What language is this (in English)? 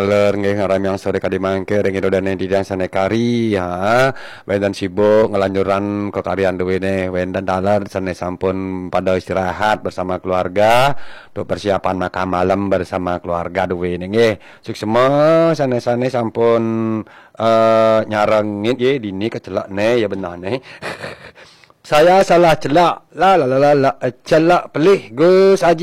Balinese